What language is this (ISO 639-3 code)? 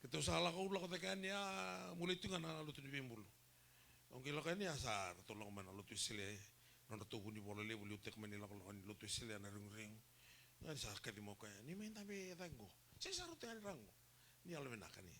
fij